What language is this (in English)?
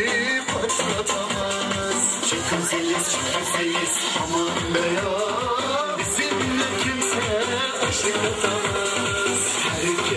Turkish